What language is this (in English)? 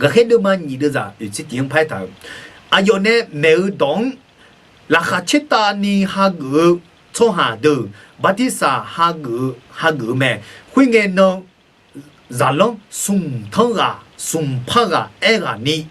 Akha